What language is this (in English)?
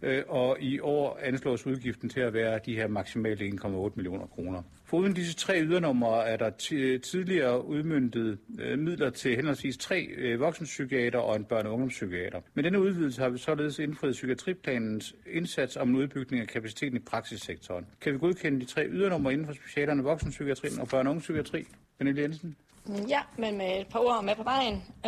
Danish